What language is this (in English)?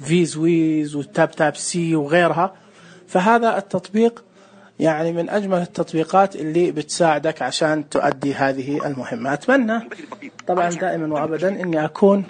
Najdi Arabic